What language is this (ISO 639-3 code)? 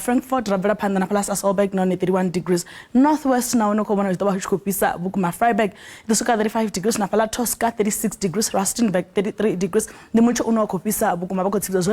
ven